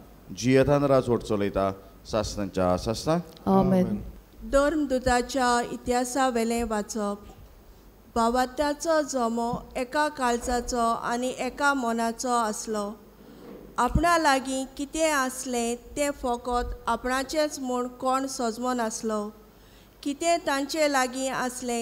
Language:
Konkani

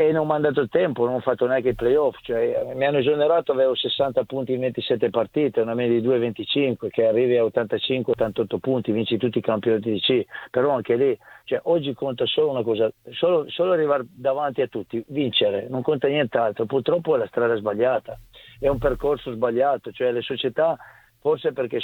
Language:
Italian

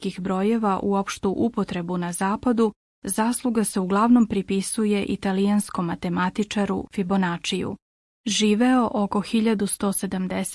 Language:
Bosnian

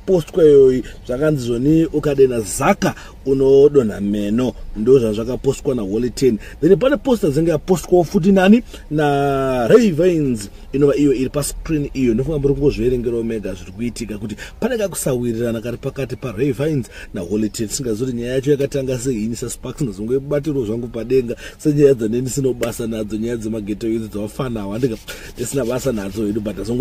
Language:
Shona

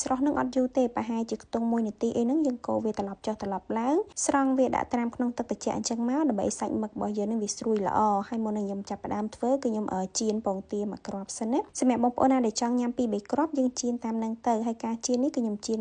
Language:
Khmer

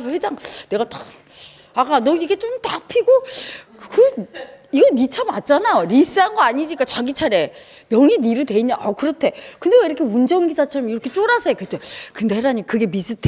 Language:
Korean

